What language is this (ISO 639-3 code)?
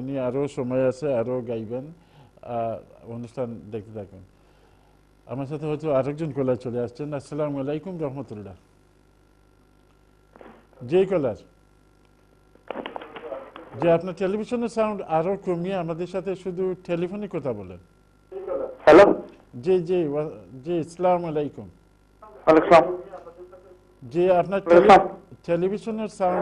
ben